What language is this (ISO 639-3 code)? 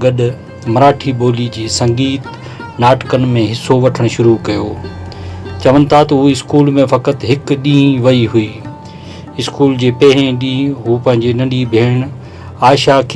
snd